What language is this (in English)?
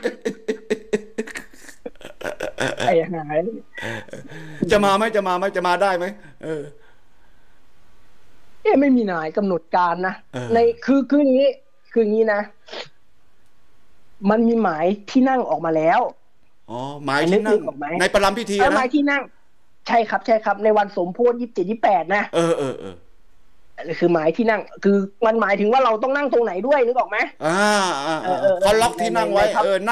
Thai